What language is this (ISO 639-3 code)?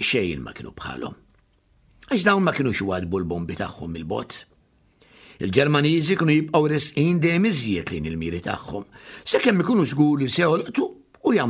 mlt